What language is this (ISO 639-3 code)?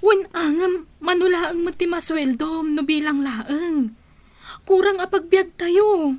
ilo